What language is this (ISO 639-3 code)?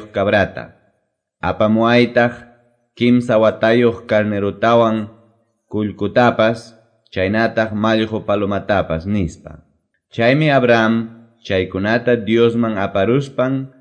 que